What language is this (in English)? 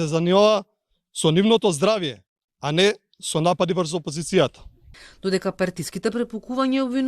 Macedonian